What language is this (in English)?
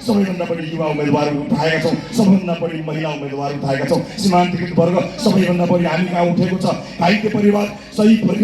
Nepali